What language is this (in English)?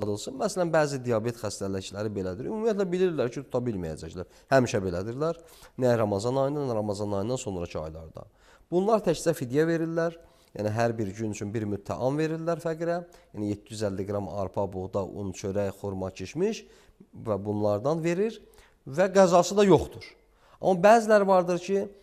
Azerbaijani